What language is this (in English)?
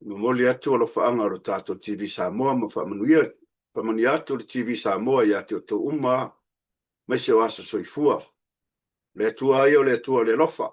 Samoan